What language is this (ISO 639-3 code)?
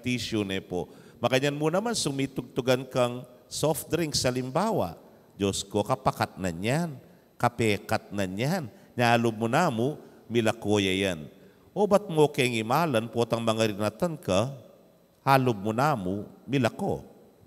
pam